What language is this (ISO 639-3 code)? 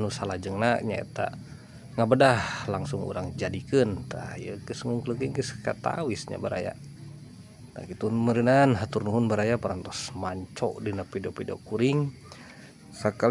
sun